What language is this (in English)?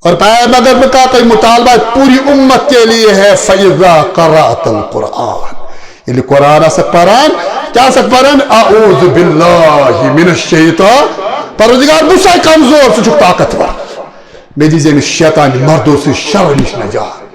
Kashmiri